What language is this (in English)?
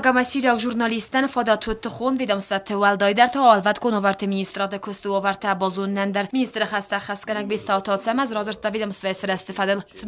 Ossetic